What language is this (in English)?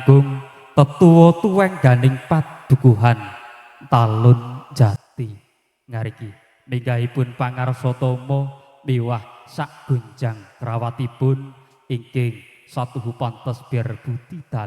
Javanese